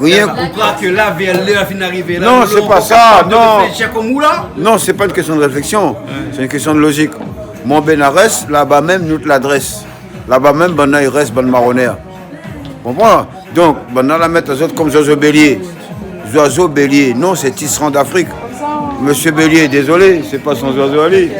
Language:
Réunion Creole French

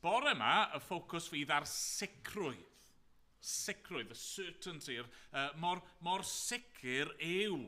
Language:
Welsh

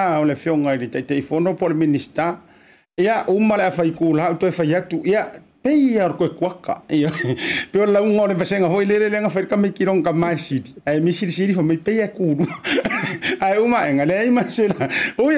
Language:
Samoan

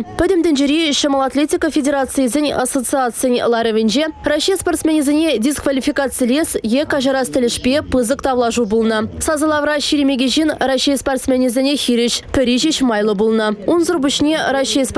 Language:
Chuvash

